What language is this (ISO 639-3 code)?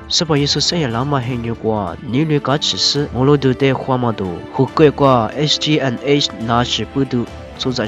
lis